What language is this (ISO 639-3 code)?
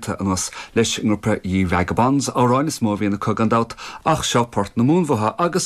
gle